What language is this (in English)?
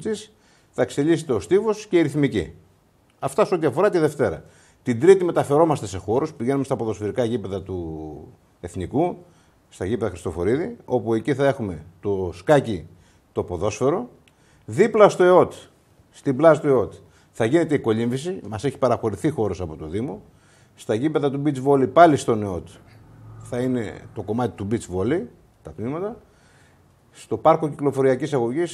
Greek